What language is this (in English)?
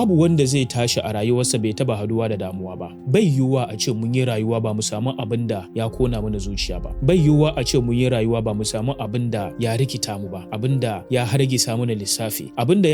Hausa